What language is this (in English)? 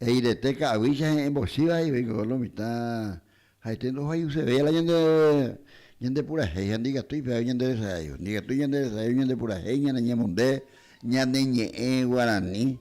Guarani